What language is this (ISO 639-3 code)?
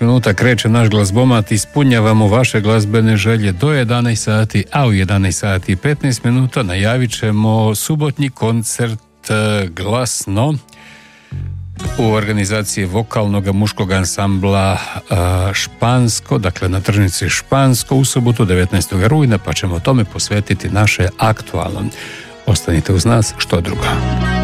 hrv